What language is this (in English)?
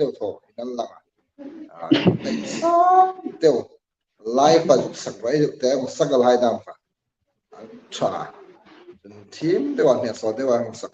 Hmar